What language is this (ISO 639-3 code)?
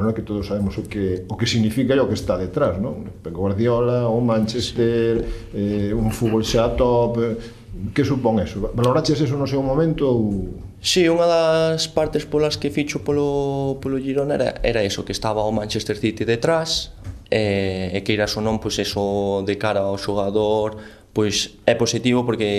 glg